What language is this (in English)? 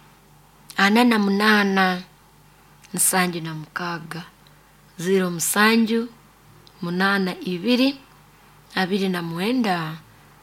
Nyoro